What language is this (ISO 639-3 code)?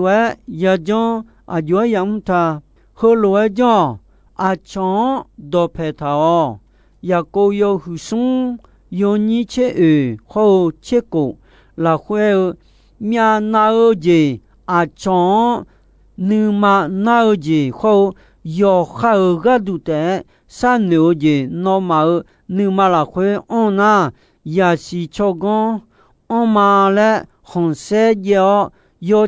ahk